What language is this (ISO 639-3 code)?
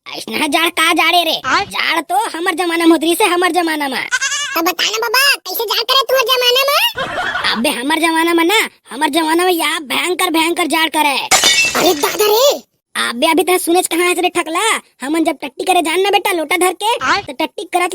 hne